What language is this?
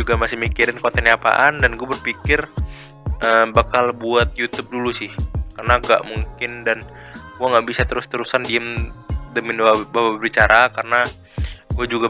Indonesian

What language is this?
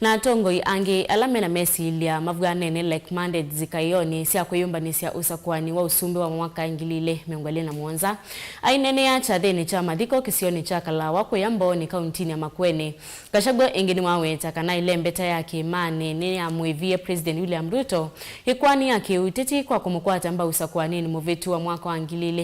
Kamba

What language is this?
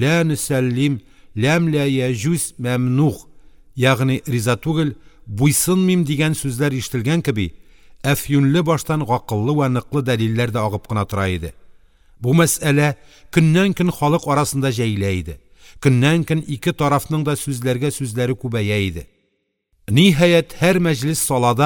Tatar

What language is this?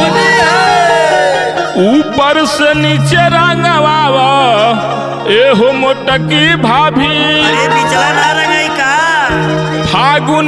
Bhojpuri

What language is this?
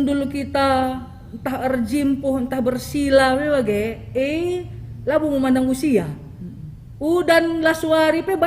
Batak Karo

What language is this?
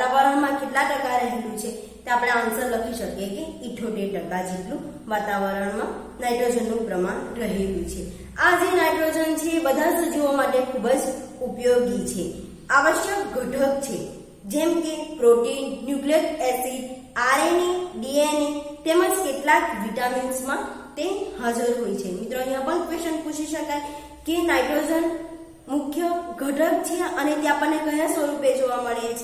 Gujarati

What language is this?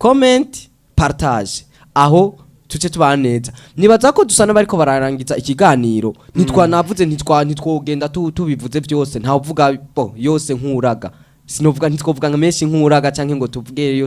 Rundi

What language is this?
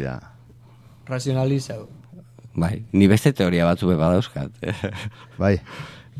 Basque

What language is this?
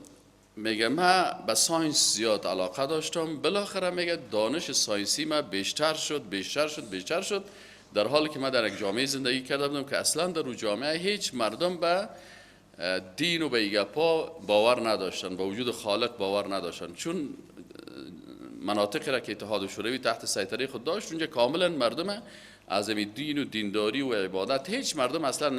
Persian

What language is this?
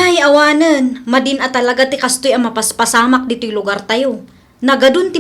Iloko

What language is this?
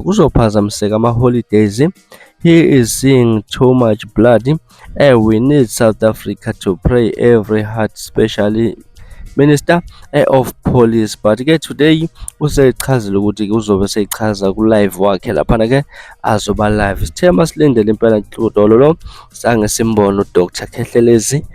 Zulu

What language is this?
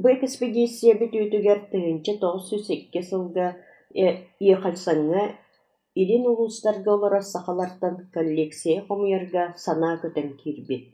Yakut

